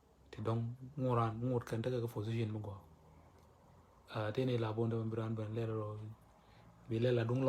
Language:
Nuer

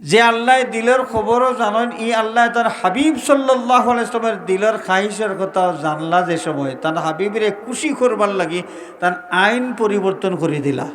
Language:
Sylheti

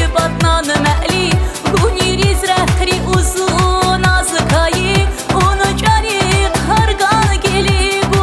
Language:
Tabassaran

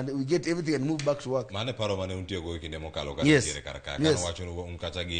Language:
Luo (Kenya and Tanzania)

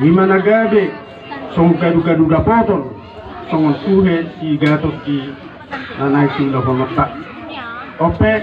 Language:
Batak Toba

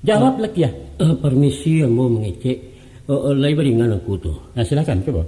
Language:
Minangkabau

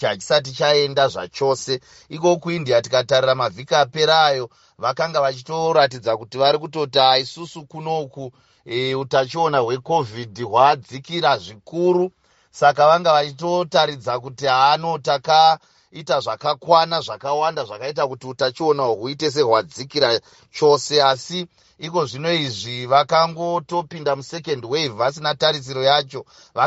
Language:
Shona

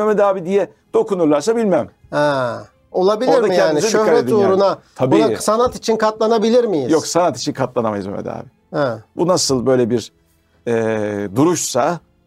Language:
Turkish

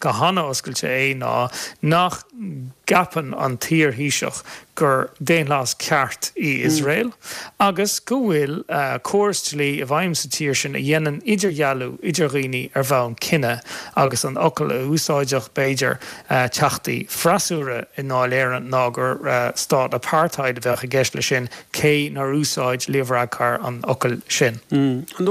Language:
Irish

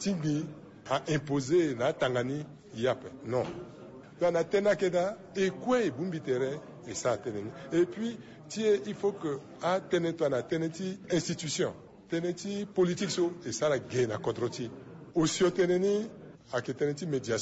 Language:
Sango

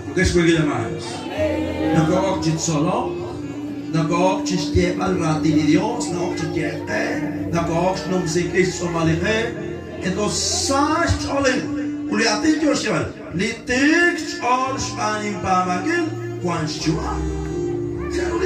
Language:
Kekchí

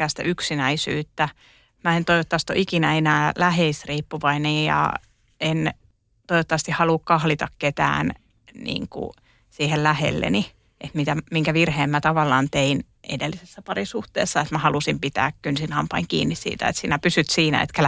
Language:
Finnish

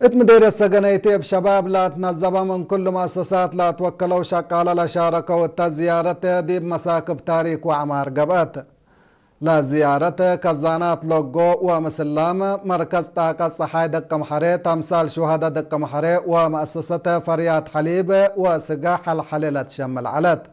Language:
Tigre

